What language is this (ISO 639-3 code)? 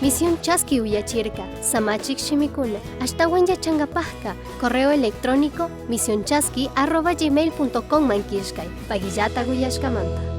qug